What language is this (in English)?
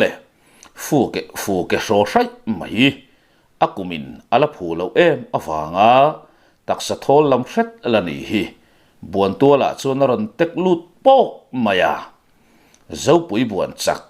Mizo